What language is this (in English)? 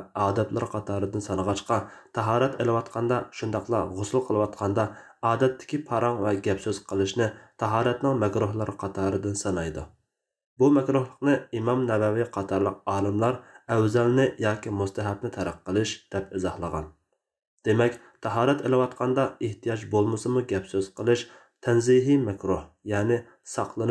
Uyghur